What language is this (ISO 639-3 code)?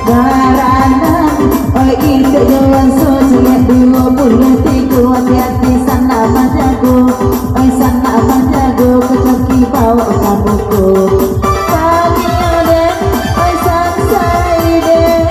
min